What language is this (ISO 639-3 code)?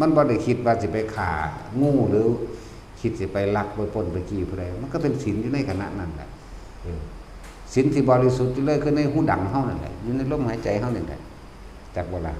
lao